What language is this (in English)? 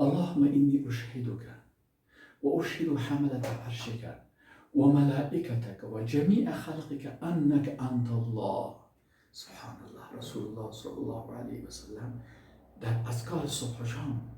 Persian